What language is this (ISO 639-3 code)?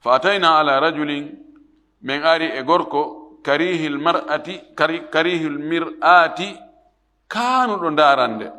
ful